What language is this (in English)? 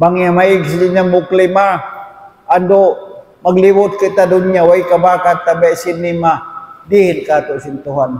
Tausug